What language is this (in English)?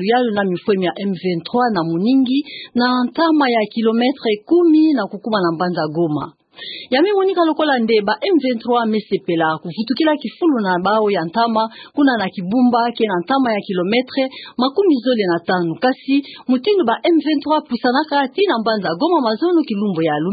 Kituba (Democratic Republic of Congo)